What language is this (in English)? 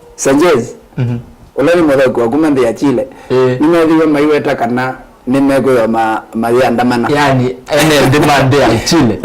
Kamba